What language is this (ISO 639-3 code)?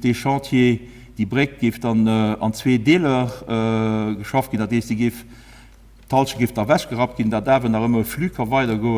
ltz